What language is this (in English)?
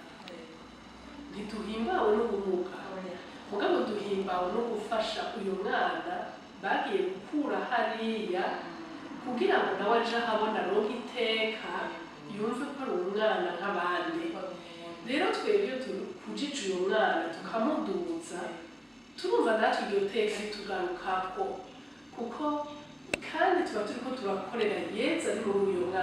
Rundi